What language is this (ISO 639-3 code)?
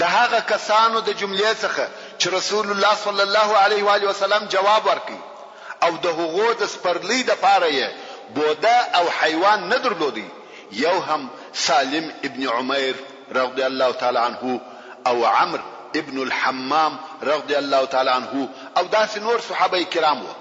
pus